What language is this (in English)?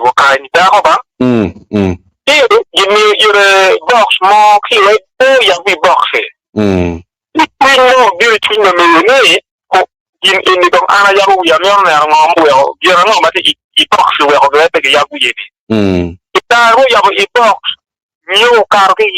Acoli